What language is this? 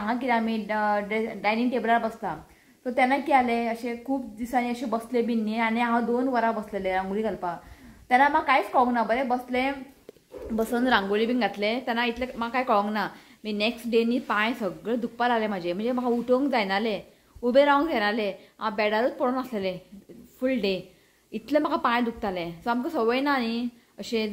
Konkani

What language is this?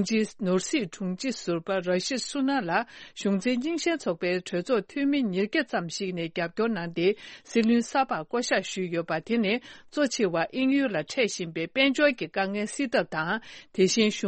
Tibetan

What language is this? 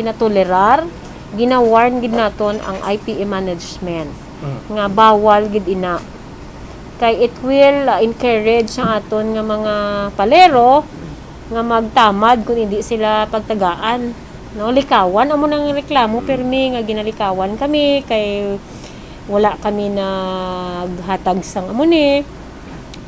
Hiligaynon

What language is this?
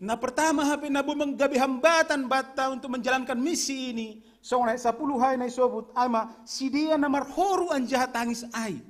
Batak Simalungun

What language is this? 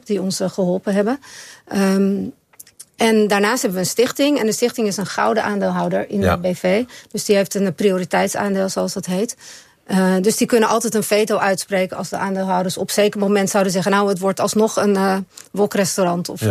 Dutch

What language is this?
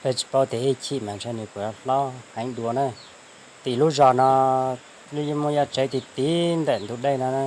Hmong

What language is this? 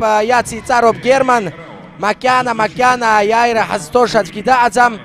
Abkhazian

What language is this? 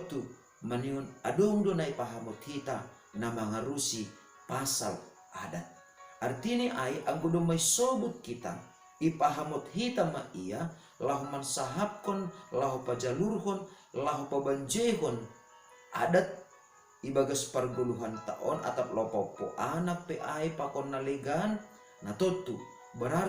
Batak Simalungun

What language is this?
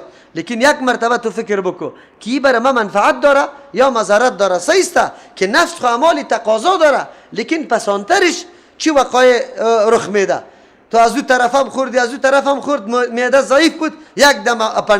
Persian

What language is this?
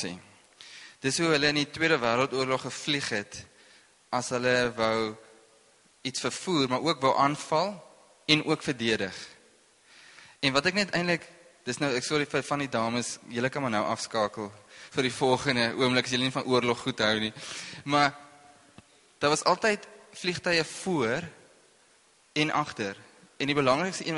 Afrikaans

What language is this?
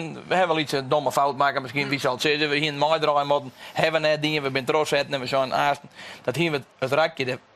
Western Frisian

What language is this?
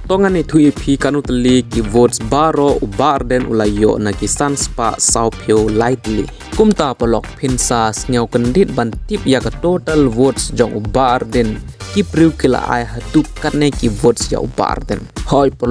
Khasi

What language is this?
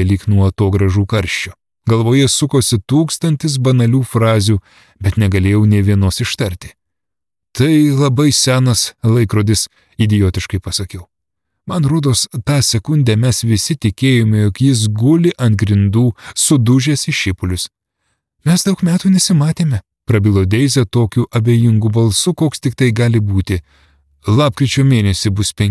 Lithuanian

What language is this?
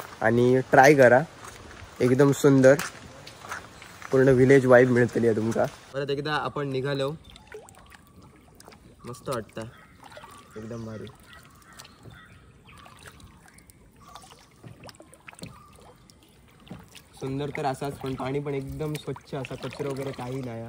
Marathi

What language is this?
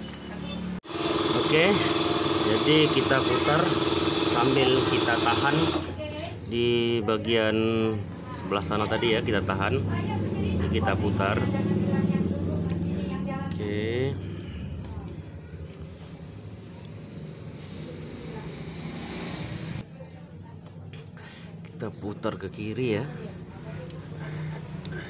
Indonesian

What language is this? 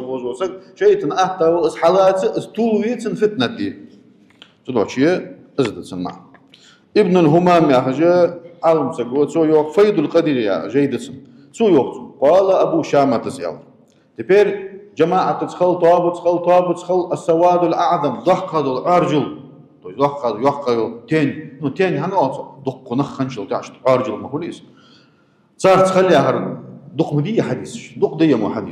Ingush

